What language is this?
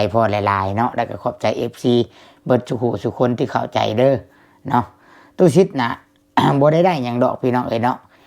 Lao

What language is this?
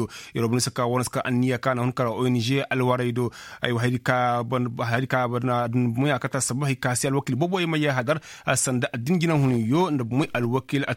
Koyraboro Senni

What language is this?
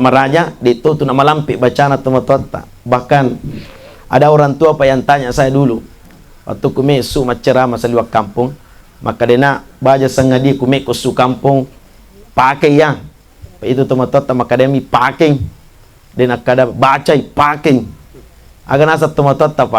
Buginese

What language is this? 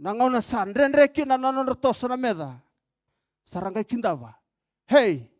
Fijian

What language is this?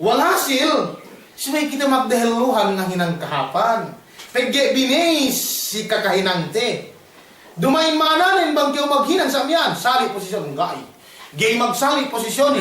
Yakan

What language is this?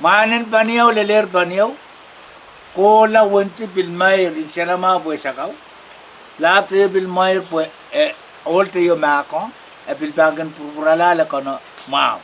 Pohnpeian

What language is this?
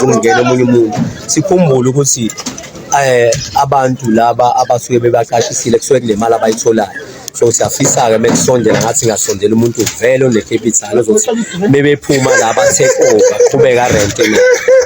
Zulu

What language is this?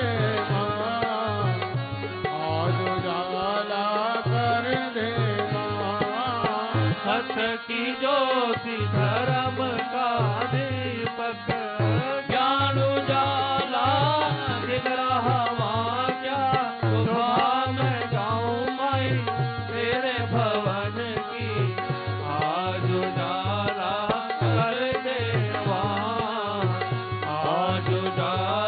Hindi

